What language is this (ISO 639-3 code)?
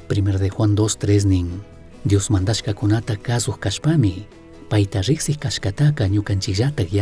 qug